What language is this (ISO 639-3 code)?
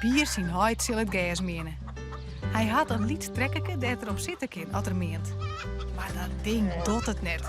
fry